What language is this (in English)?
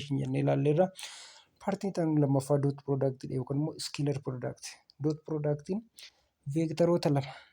Oromo